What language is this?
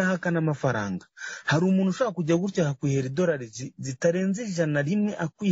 Kinyarwanda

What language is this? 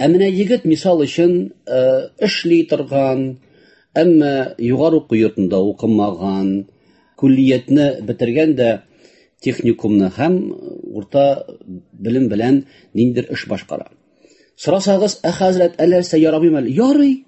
Tatar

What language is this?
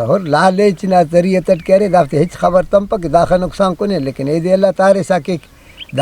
Brahui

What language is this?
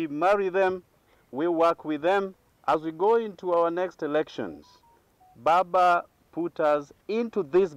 Kamba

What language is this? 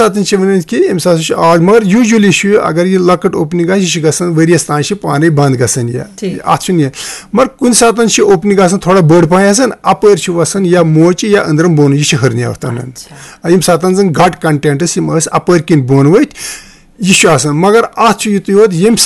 Kashmiri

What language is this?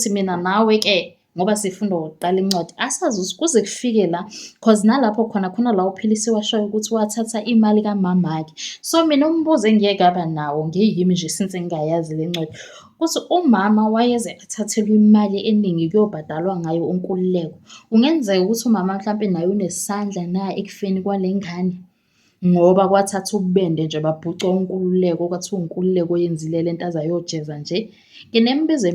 Zulu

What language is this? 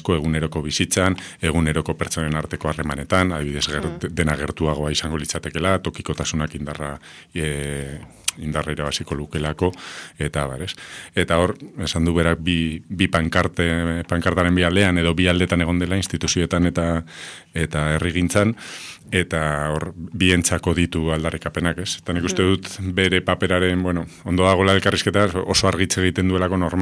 Basque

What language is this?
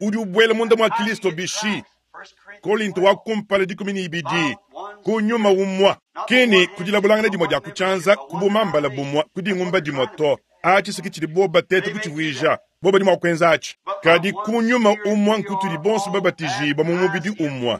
Luba-Lulua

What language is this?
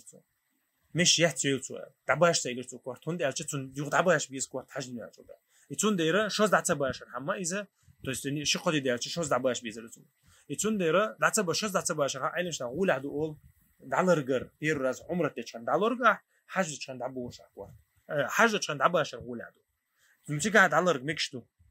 Chechen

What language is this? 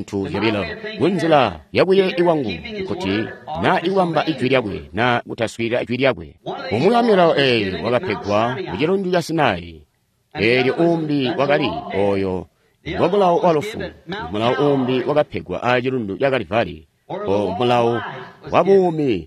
Tonga (Zambia)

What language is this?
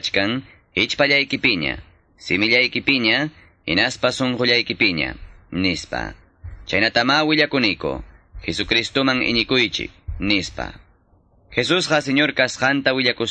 Ayacucho Quechua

